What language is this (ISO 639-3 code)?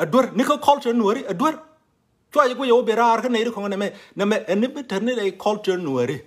nus